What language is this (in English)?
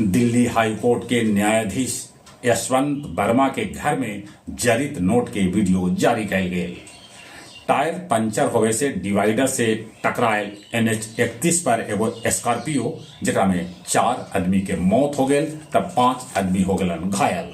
Magahi